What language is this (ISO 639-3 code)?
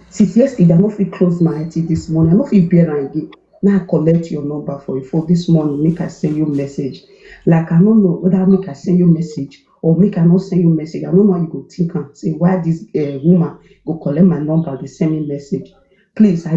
pcm